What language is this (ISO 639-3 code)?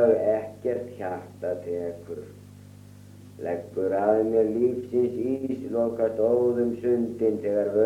isl